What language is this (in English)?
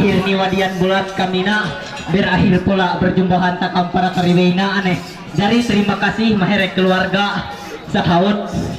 Ma'anyan